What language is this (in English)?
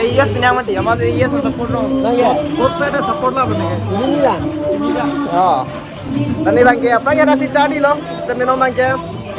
Karbi